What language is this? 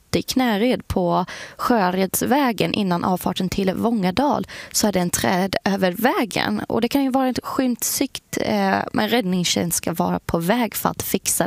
Swedish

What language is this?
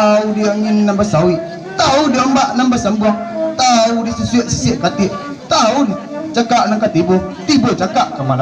Minangkabau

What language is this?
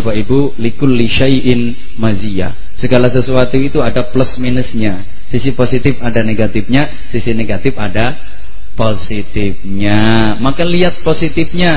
Indonesian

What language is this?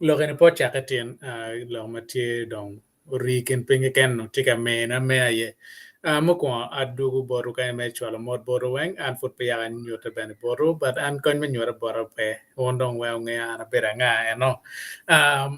Acoli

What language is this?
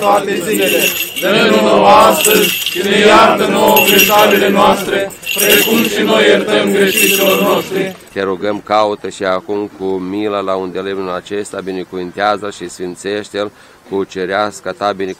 Romanian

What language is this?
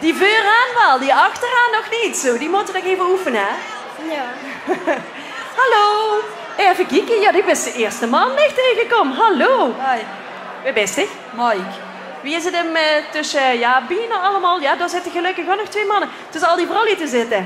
Limburgish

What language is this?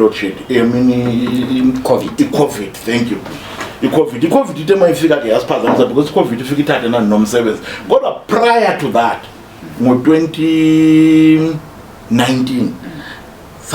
Zulu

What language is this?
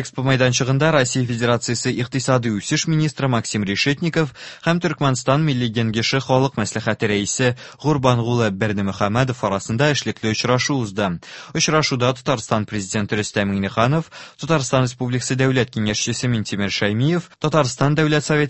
Tatar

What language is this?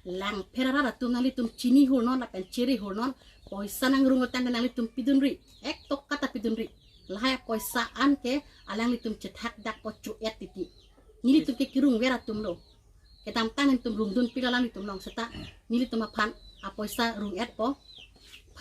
Karbi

